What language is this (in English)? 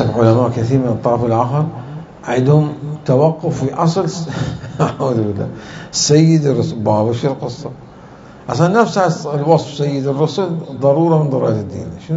Mesopotamian Arabic